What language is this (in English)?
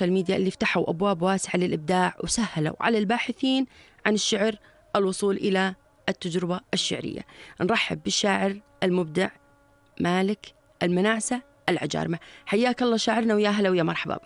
North Levantine Arabic